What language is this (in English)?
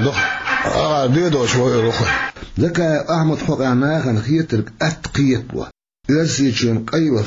Chechen